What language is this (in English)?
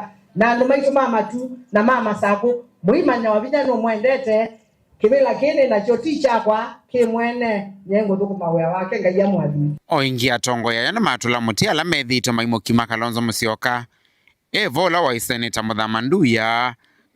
Kamba